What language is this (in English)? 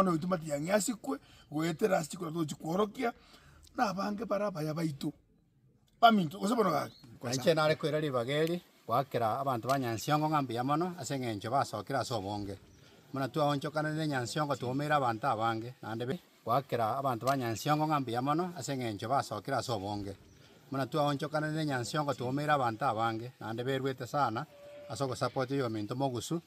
Gusii